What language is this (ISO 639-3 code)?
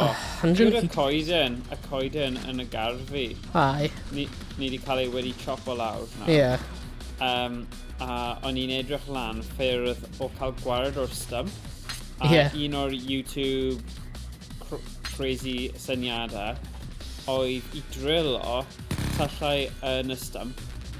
cym